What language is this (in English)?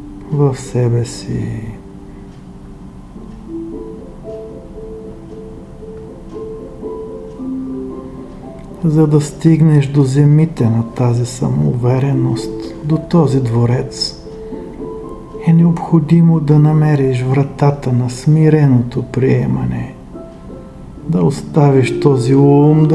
Bulgarian